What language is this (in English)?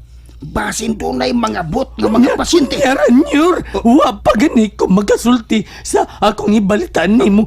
Cebuano